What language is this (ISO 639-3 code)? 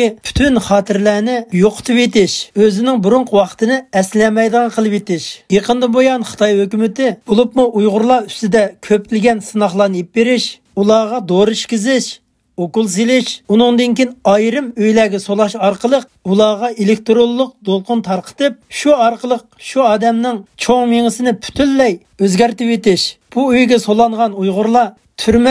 uig